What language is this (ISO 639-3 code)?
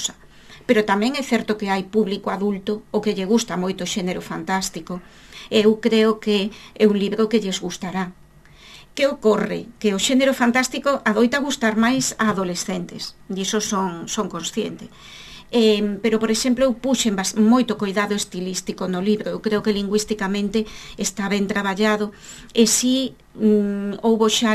glg